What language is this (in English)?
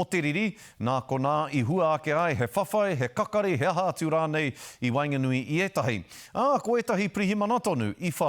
Māori